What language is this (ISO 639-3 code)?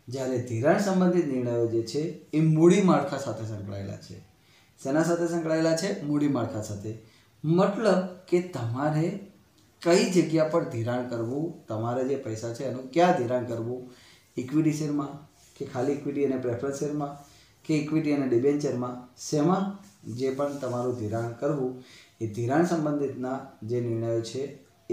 guj